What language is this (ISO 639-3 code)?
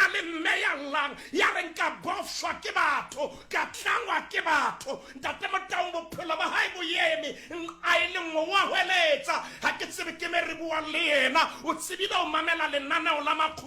sot